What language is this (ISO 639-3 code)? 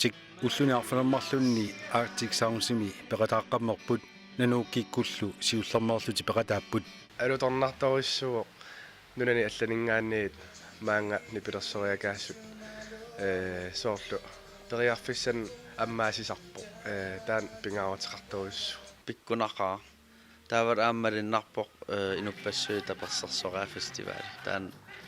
kal